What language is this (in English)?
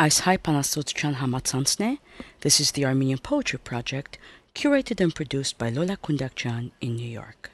Armenian